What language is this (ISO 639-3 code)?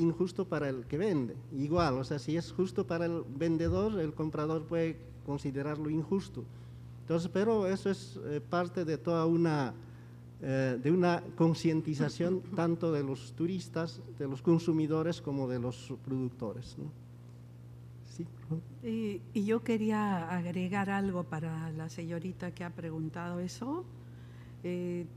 spa